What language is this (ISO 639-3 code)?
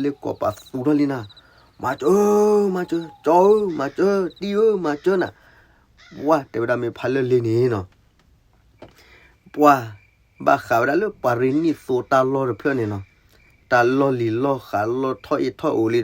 ksw